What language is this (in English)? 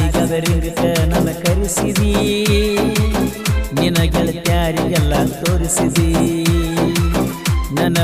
Kannada